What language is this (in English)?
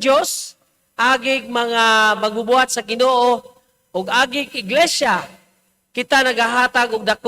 Cebuano